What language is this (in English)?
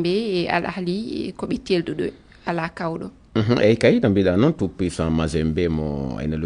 Fula